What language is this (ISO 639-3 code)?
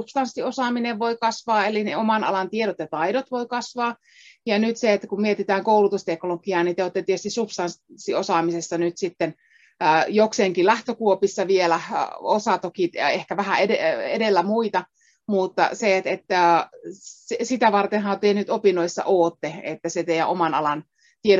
fin